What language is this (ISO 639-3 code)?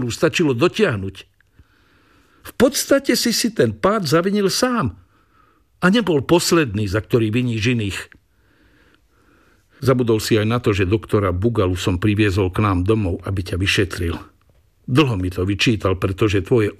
slk